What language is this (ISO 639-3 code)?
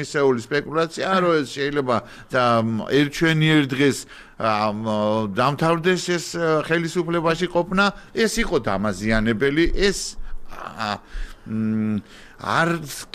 kat